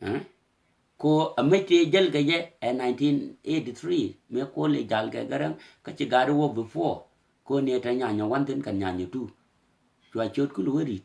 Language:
Nuer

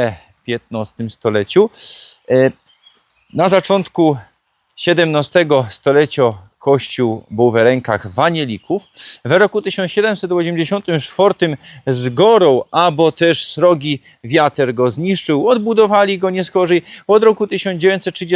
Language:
Silesian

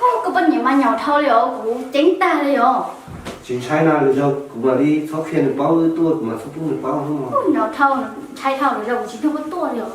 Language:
Hmong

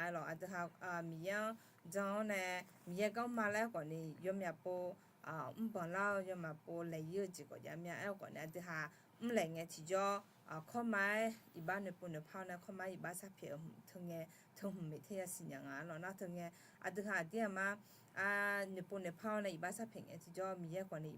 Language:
Akha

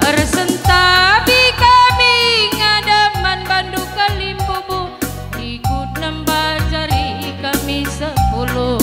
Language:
Batak Karo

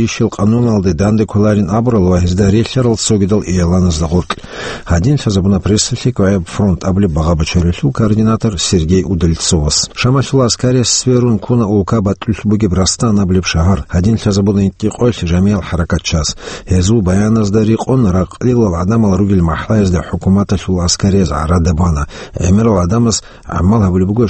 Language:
Avaric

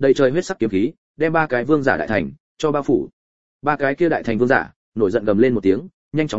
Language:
Vietnamese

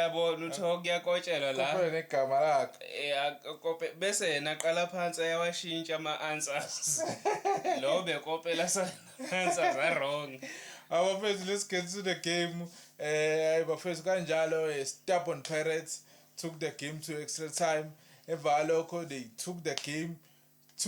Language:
Zulu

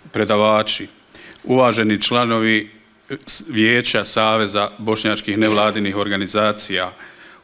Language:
Bosnian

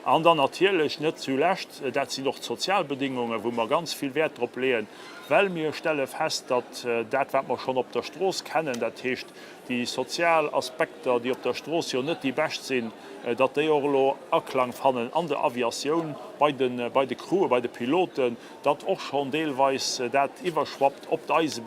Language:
Luxembourgish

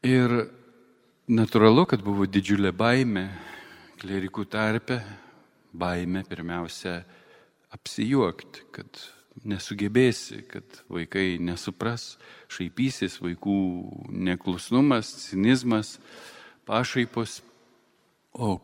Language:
Lithuanian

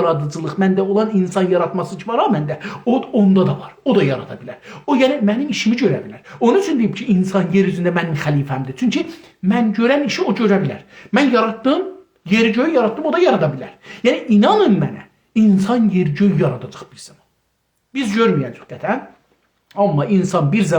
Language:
South Azerbaijani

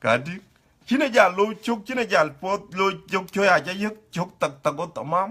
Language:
Dinka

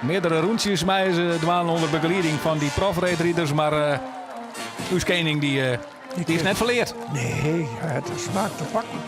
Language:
Western Frisian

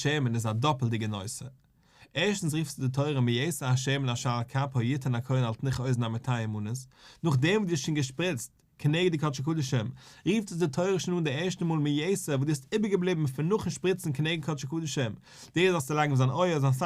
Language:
Yiddish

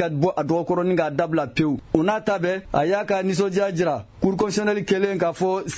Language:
Bambara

